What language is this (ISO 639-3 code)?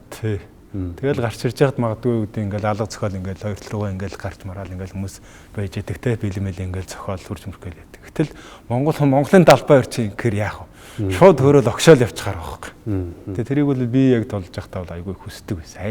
mon